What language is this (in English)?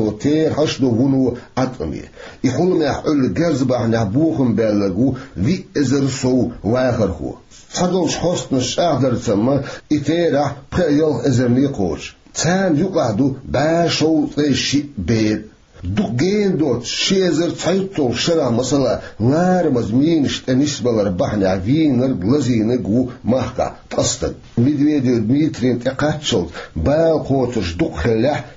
Chechen